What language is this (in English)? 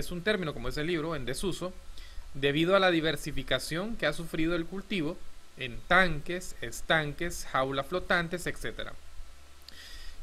Spanish